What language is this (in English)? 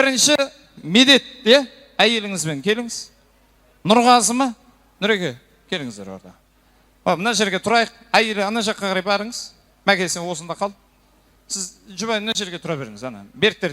Kazakh